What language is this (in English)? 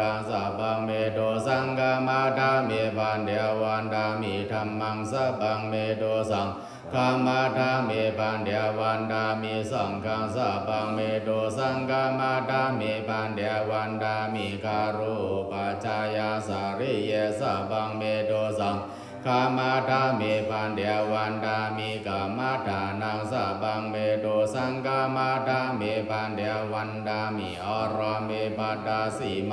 Pali